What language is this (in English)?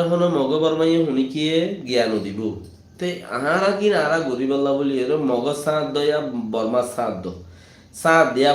Rohingya